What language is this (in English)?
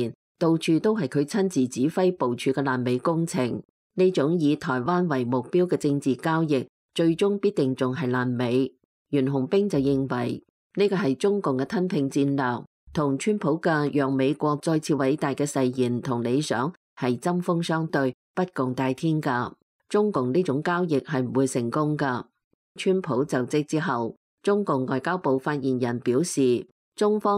Cantonese